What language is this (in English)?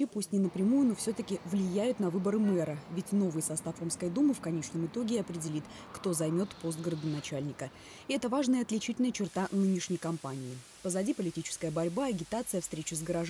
Russian